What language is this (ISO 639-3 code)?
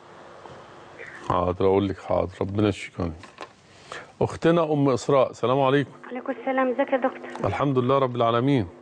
arz